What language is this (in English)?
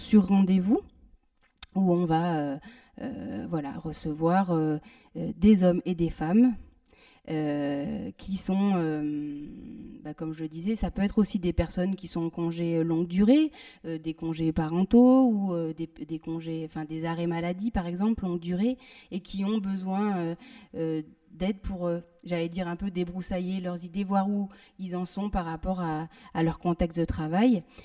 French